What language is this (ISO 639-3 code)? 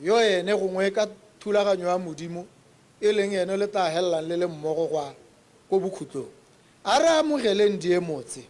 tsn